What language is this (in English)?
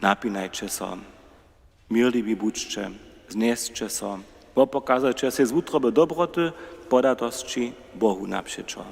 Upper Sorbian